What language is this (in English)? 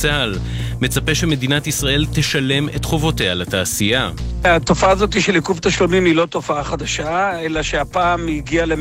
Hebrew